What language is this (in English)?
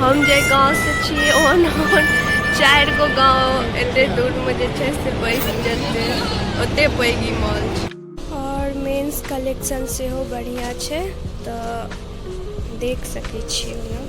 Maithili